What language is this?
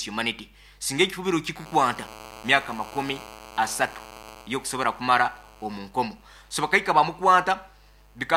Nyoro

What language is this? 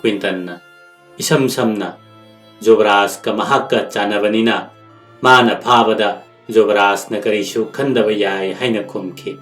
Manipuri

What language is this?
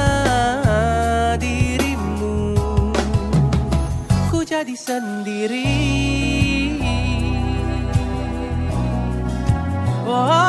Indonesian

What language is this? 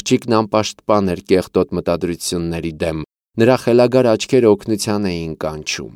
Armenian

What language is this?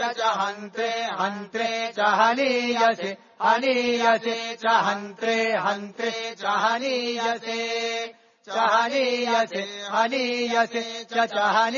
Sanskrit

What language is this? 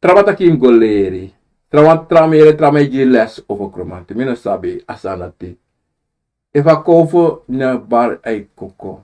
Sranan Tongo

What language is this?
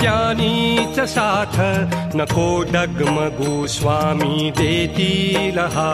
Marathi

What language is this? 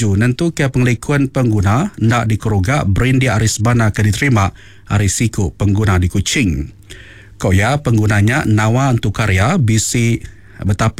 Iban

